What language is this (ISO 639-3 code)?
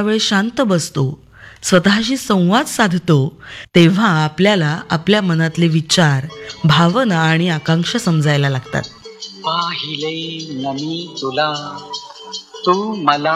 mar